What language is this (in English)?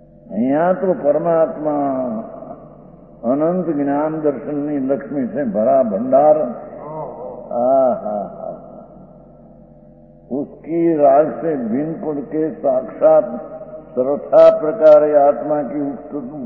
Gujarati